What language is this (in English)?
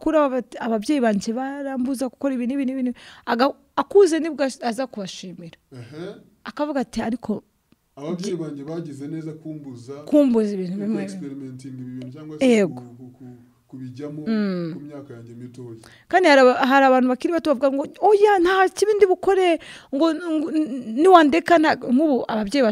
Kinyarwanda